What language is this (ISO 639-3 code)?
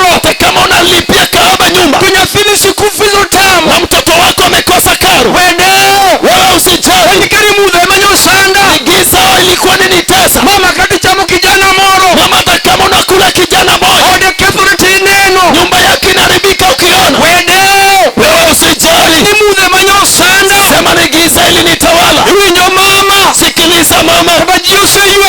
luo